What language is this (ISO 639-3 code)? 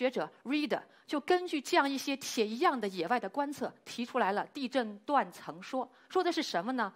zho